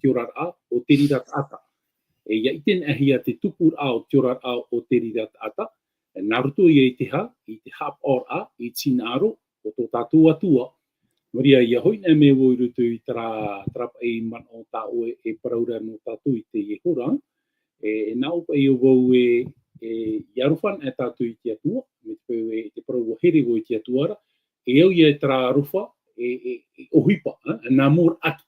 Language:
Tahitian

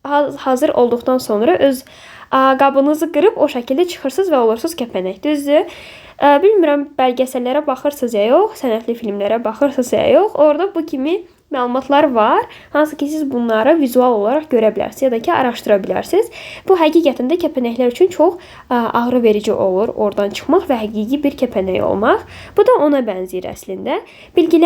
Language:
Azerbaijani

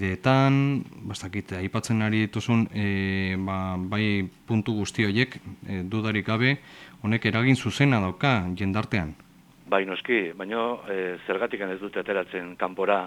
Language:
Basque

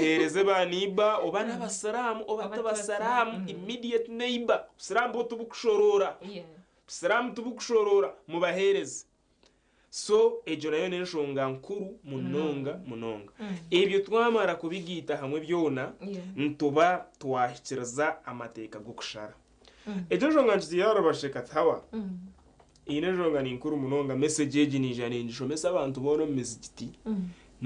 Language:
Nyankole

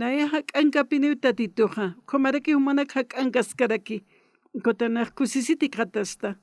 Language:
Aymara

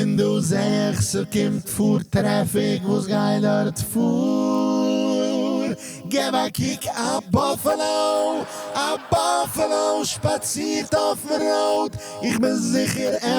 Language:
Yiddish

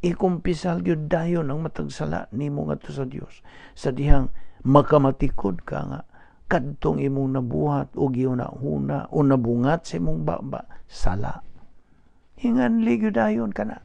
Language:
Cebuano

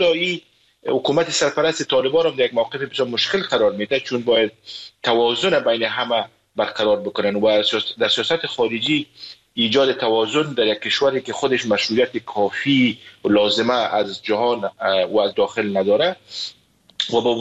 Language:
Persian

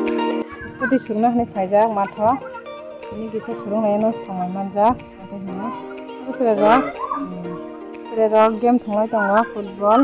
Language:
Kok Borok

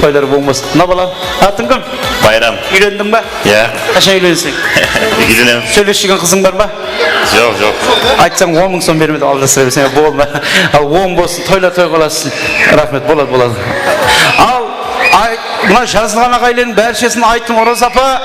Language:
Kara-Kalpak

